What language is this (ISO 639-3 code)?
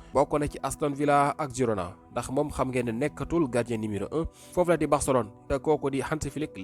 wol